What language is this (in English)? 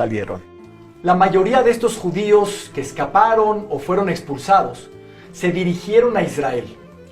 Ladino